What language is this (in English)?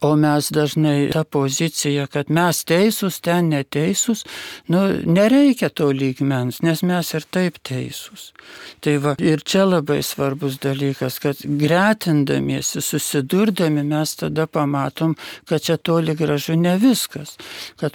Lithuanian